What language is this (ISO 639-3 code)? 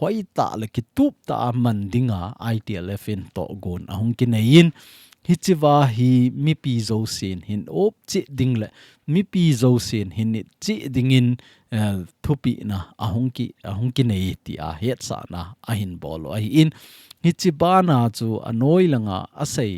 tcz